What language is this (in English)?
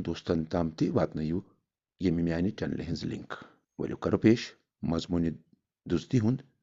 Kashmiri